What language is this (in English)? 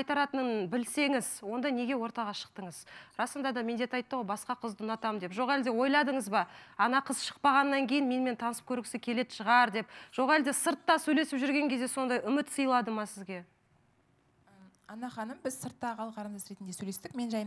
Kazakh